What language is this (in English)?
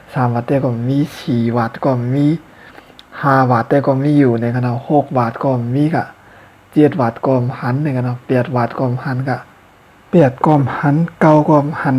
Shan